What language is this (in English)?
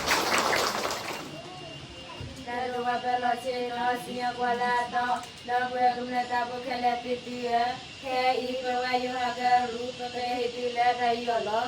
S'gaw Karen